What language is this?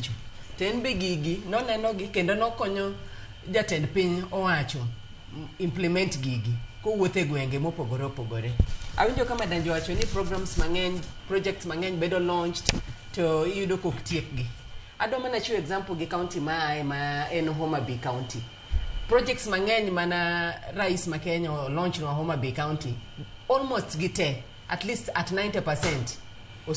Luo (Kenya and Tanzania)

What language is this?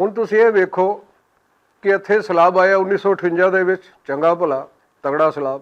Western Panjabi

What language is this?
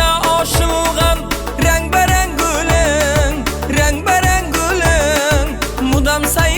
Kara-Kalpak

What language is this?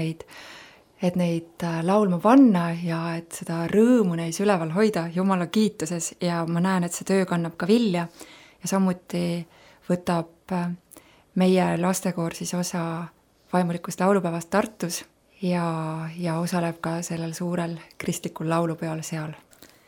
Estonian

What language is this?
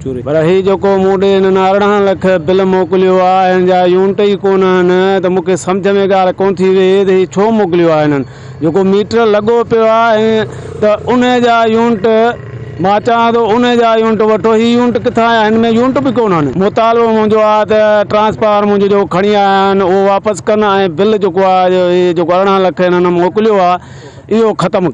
Sindhi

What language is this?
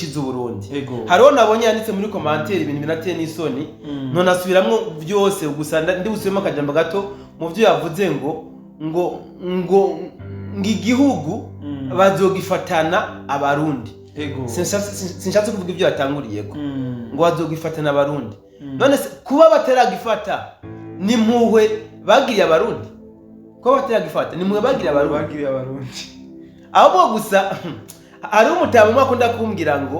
Rundi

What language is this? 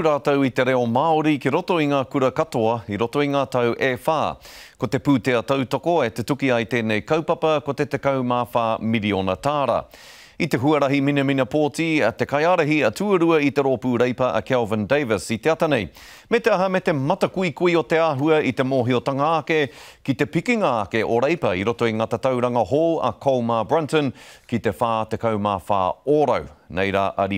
Māori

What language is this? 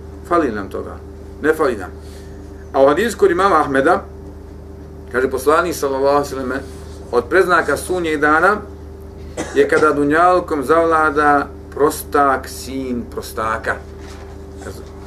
Bosnian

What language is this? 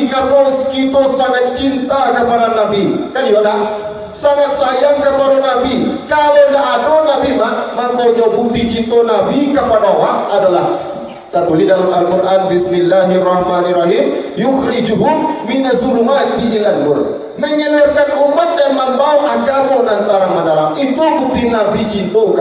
Minangkabau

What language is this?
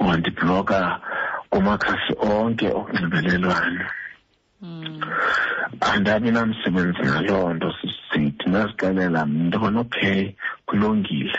Xhosa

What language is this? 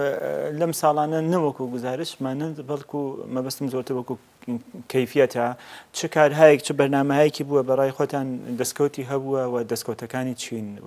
Central Kurdish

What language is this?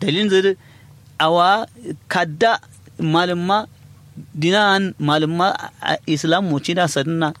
Kanuri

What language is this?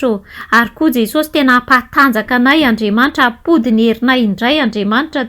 Malagasy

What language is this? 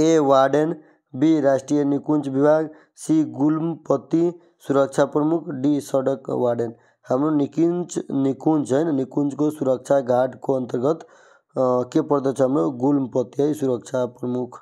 Nepali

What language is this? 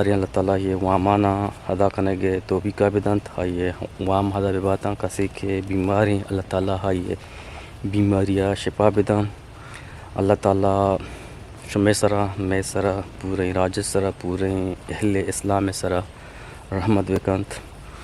Eastern Balochi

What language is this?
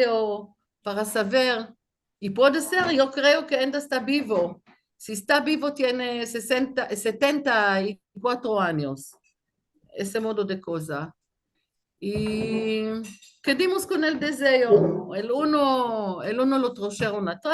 Ladino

